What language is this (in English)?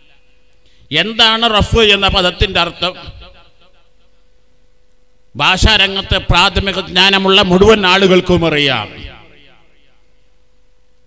Malayalam